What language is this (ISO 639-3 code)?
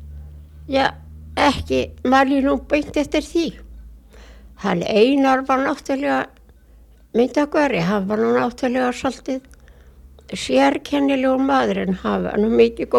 isl